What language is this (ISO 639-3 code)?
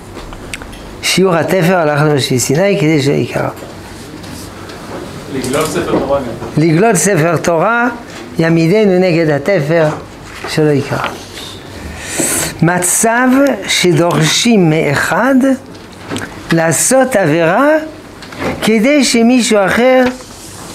heb